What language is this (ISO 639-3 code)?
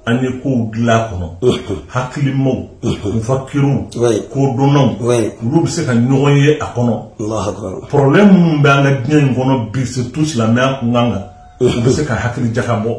bam